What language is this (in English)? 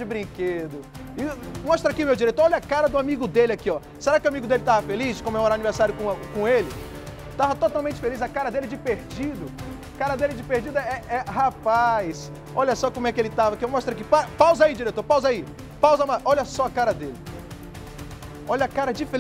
Portuguese